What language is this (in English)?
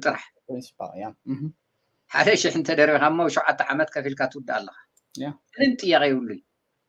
Tigrinya